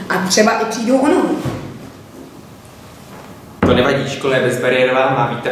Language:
Czech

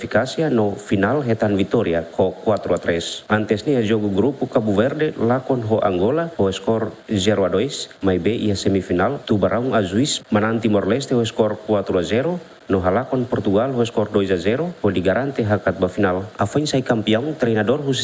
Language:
Tetum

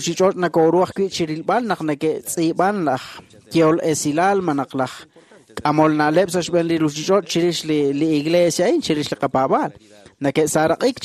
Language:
Kekchí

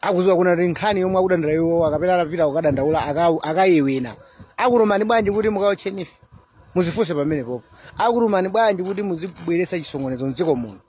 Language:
Nyanja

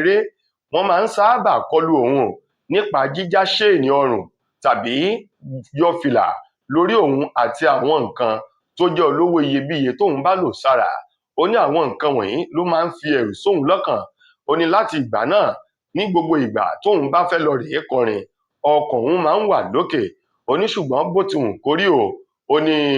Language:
Yoruba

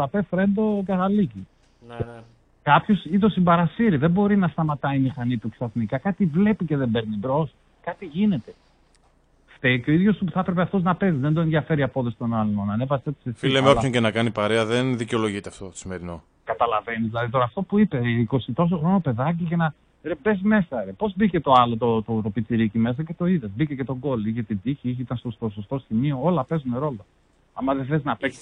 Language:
Greek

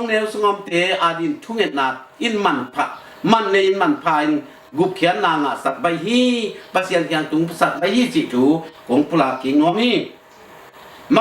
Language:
Tedim Chin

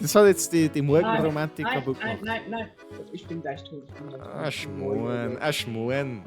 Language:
Bavarian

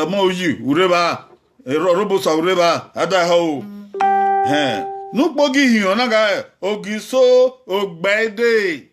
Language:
Bini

